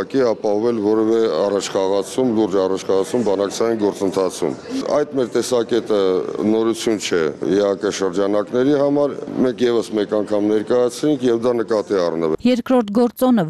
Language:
Armenian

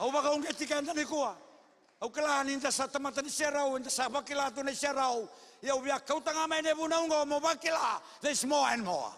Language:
Fijian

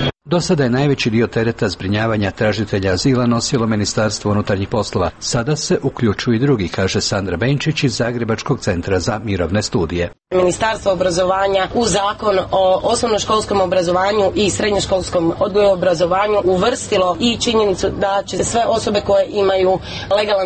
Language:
Croatian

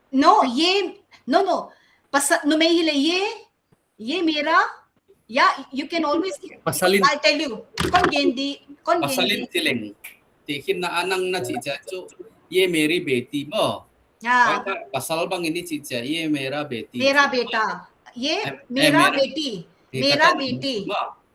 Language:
Paite Chin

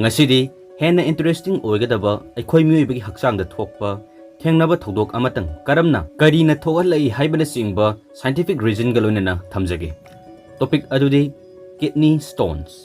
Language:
Manipuri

